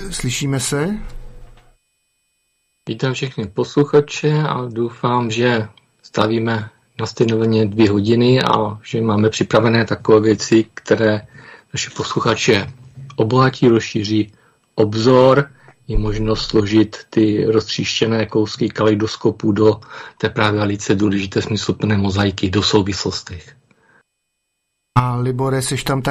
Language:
Czech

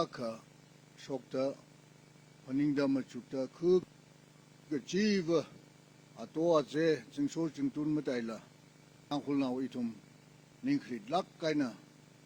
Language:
Tangkhul Naga (India)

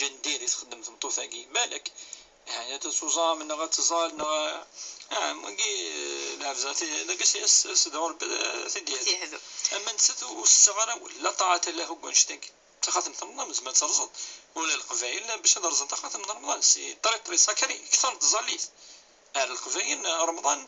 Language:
Kabyle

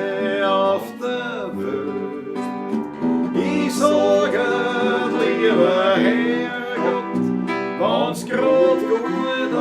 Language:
Bavarian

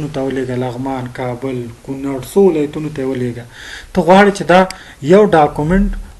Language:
Pashto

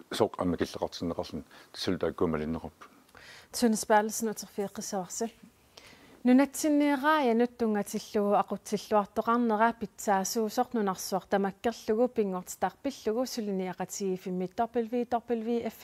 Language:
Kalaallisut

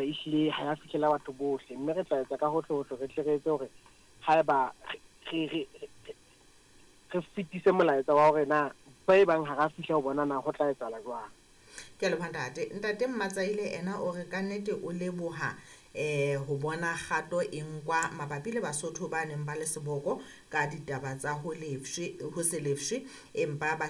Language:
Southern Sotho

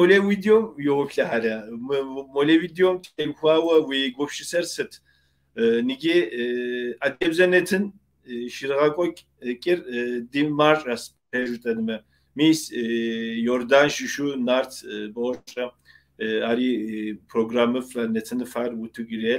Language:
Kabardian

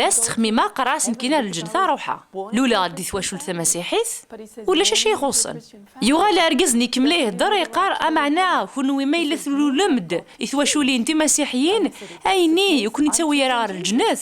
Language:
Kabyle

